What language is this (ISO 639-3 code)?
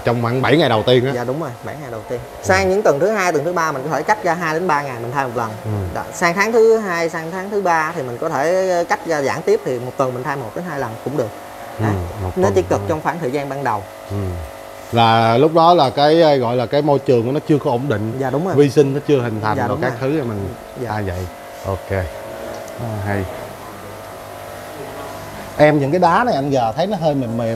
vie